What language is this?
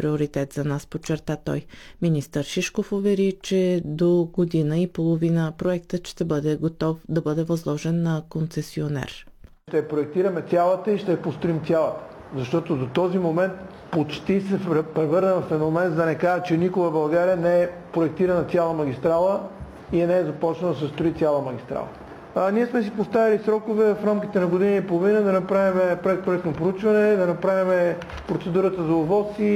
Bulgarian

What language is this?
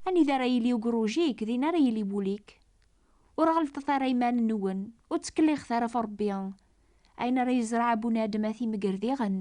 Kabyle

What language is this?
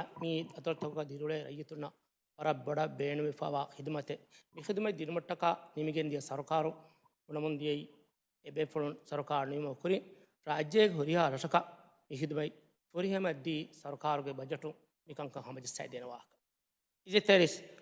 Divehi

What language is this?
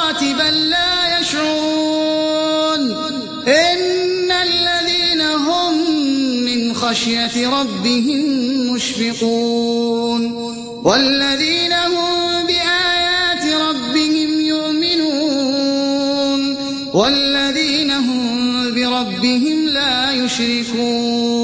Arabic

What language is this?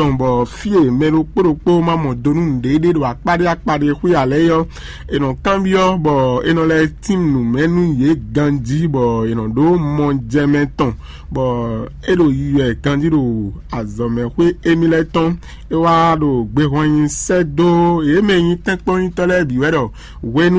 Fon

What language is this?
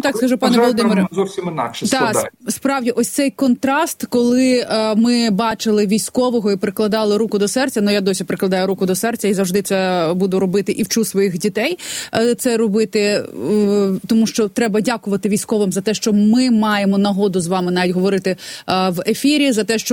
Ukrainian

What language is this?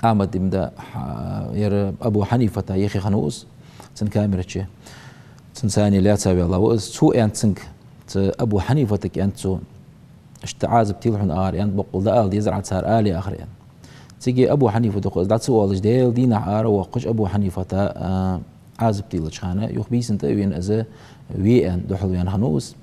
Ingush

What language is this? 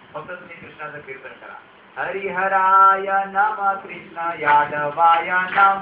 Marathi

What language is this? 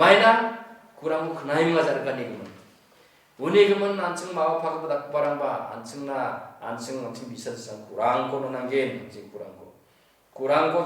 Garo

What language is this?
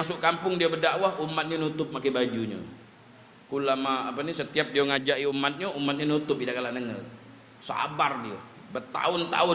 Musi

